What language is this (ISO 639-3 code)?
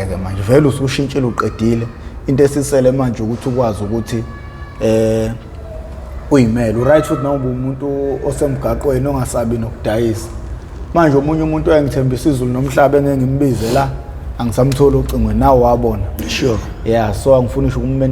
zul